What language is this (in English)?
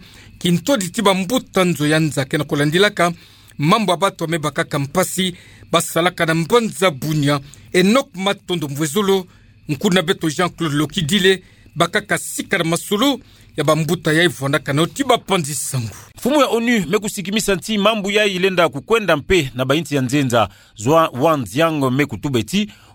Kituba (Democratic Republic of Congo)